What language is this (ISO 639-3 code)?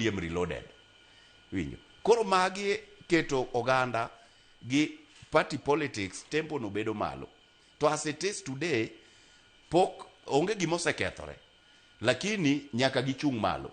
luo